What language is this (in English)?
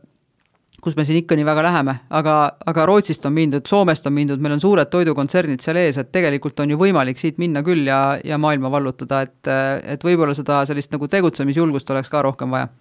Estonian